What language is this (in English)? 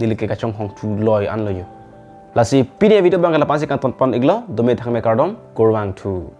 Karbi